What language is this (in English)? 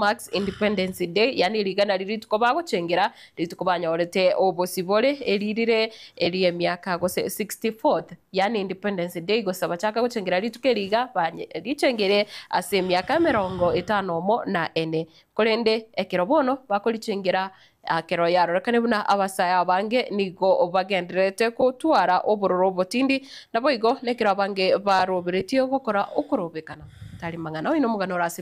Gusii